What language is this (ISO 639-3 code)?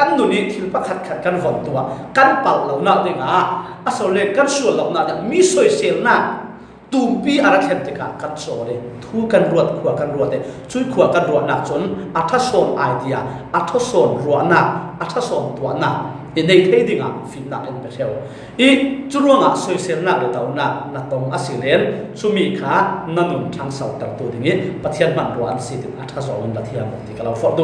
cfm